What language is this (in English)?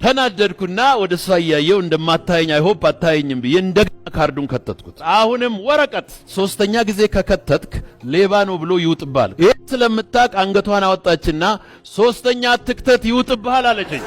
Amharic